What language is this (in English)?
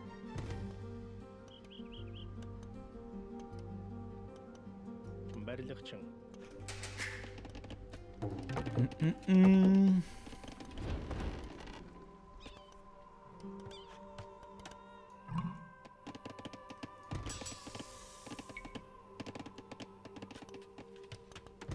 French